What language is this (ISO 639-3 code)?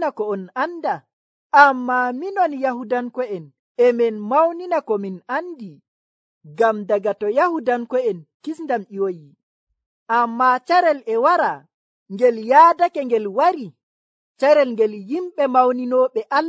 fuv